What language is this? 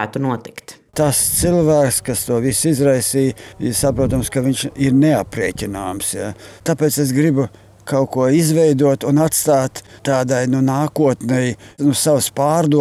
Latvian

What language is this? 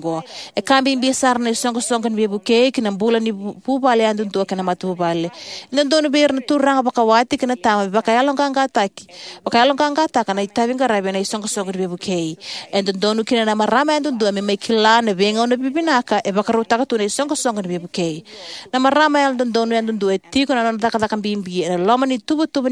Fijian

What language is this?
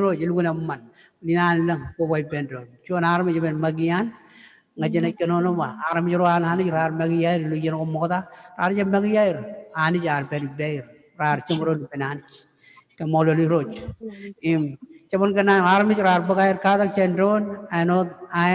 Marshallese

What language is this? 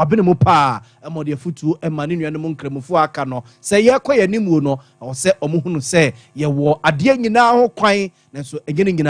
Akan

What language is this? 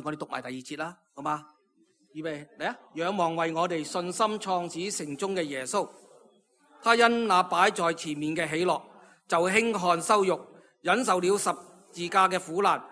Cantonese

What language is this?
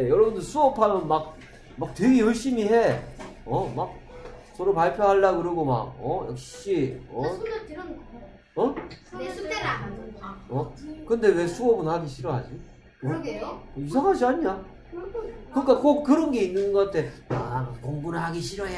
Korean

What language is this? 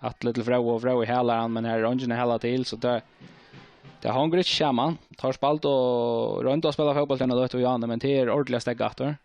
Faroese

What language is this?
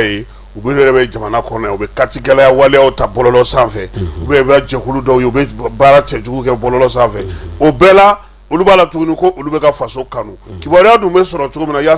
Bambara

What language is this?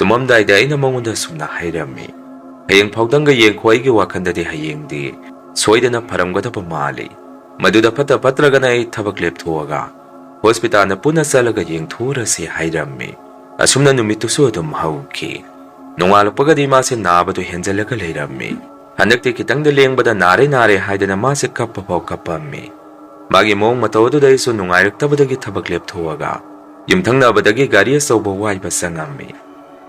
Manipuri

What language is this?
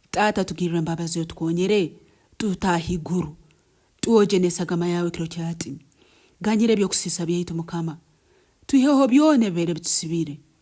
Nyoro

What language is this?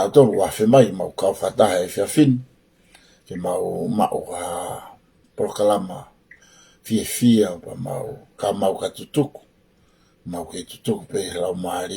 Tongan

